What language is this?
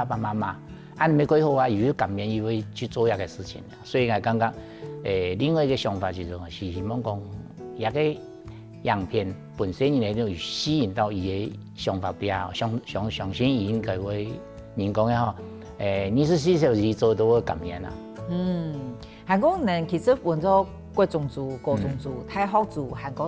Hakka Chinese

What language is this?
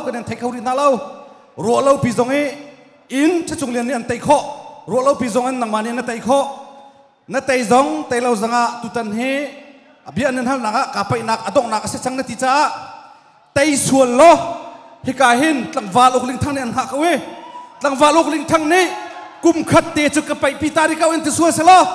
Hakha Chin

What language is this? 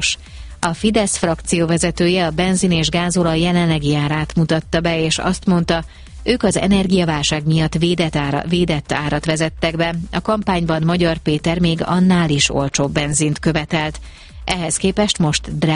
Hungarian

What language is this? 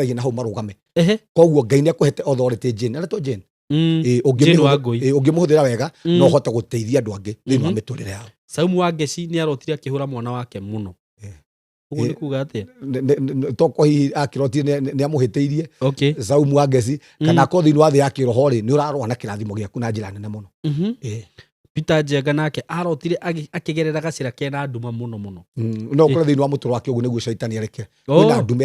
Kikuyu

